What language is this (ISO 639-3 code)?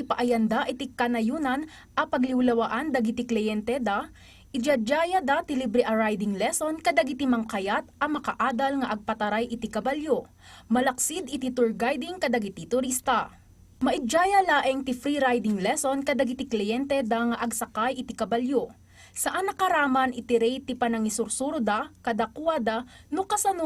ilo